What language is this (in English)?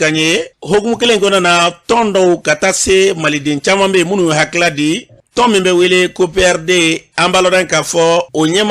Bambara